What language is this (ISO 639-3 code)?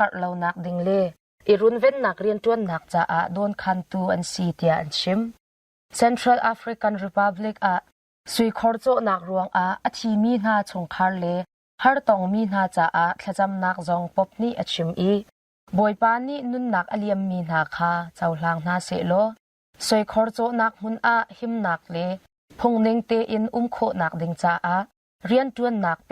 cnh